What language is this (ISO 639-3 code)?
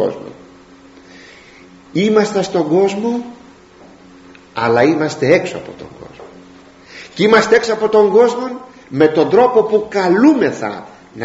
ell